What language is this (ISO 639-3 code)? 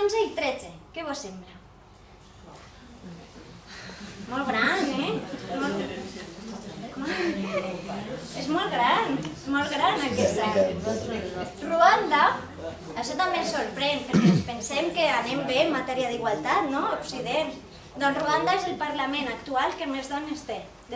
cat